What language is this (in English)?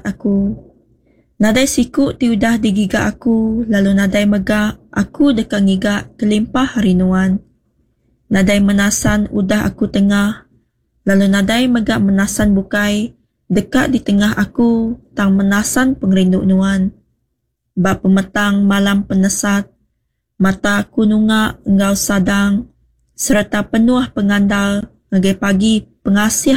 Iban